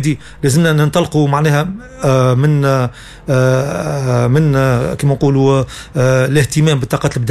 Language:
Tunisian Arabic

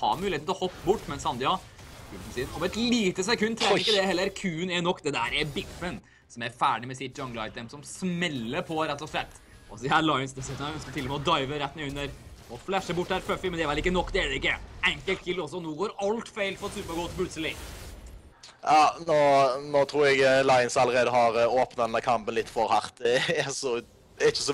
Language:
Norwegian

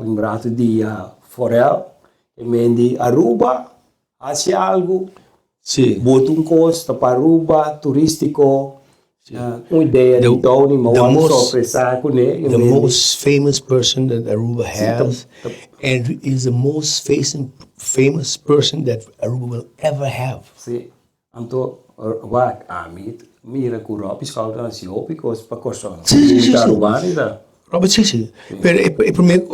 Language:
Papiamento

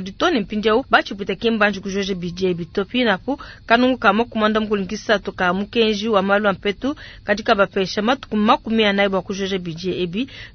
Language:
Luba-Lulua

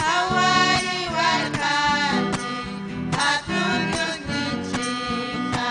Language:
Ayacucho Quechua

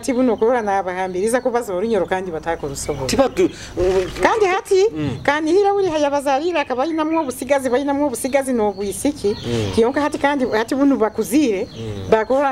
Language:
Nyoro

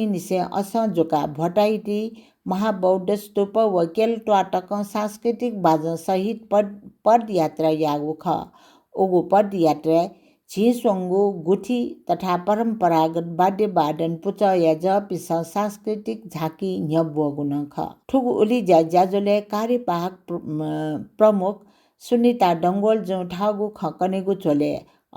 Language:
Newari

